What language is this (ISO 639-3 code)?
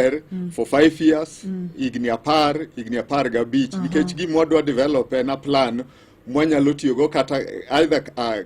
luo